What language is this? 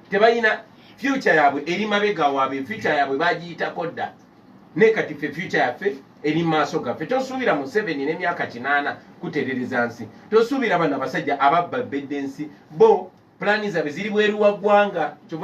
Ganda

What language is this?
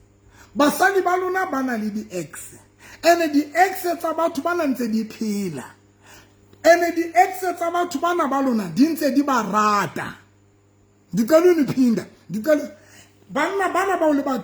Southern Sotho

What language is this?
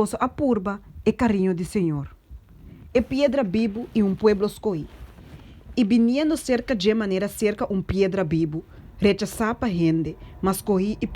Papiamento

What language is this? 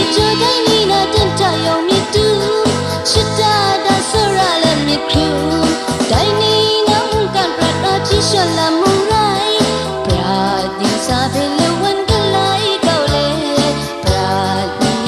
Kachin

